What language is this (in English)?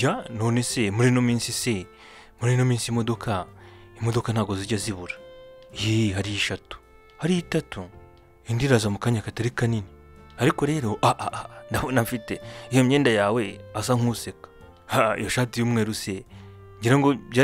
Kinyarwanda